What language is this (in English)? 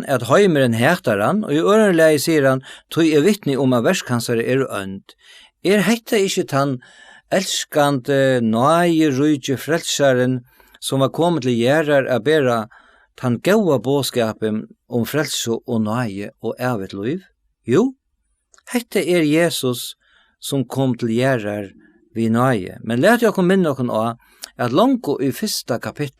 Faroese